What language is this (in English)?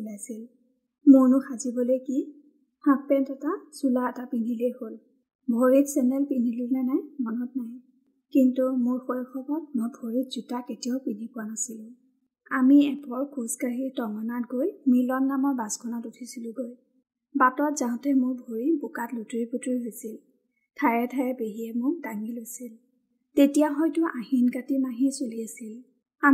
Assamese